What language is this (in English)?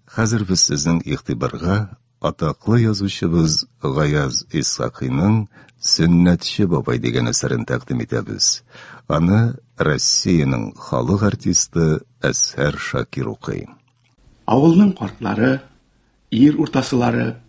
Tatar